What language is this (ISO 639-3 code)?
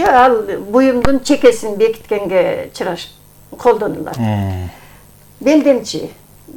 kir